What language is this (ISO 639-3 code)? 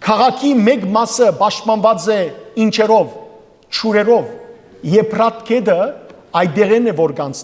hyw